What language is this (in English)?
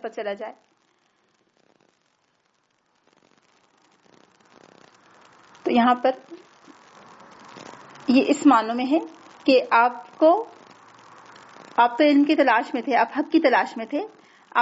Urdu